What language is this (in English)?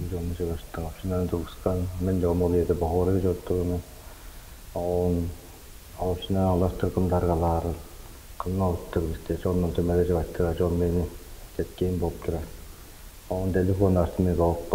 Tuvinian